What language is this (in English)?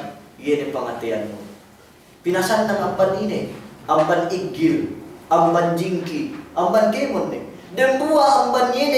Yakan